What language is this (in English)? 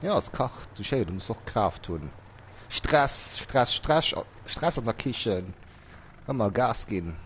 Luxembourgish